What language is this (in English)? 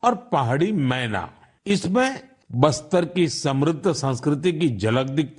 Gujarati